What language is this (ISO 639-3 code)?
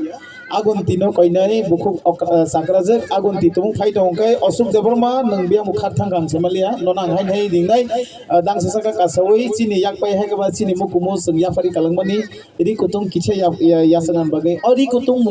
trp